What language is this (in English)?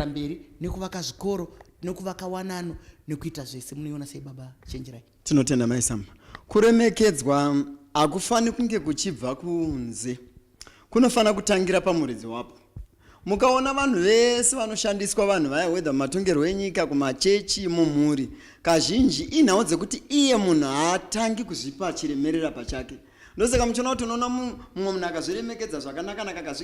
Shona